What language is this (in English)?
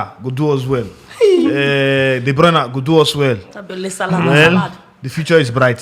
Nigerian Pidgin